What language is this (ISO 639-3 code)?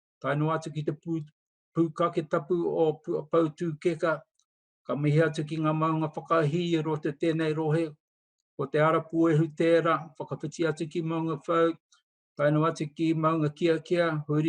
mri